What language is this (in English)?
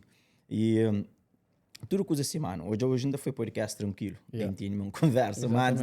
Kabuverdianu